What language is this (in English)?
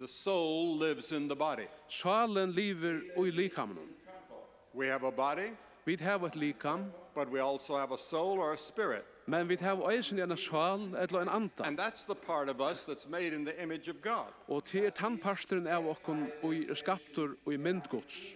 Faroese